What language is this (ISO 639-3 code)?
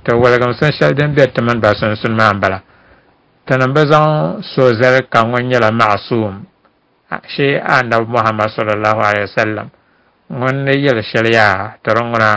dag